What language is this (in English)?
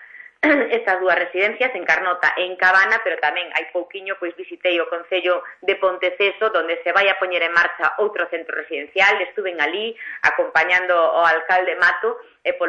Galician